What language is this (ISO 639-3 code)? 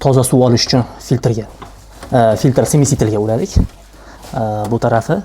uzb